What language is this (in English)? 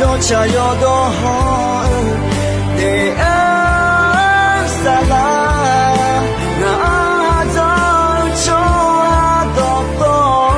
Akha